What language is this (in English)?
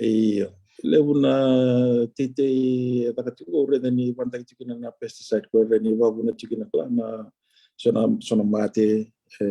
Fijian